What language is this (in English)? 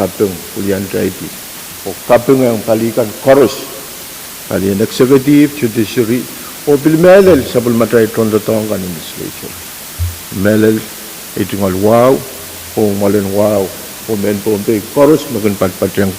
Pohnpeian